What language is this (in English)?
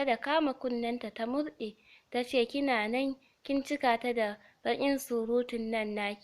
Hausa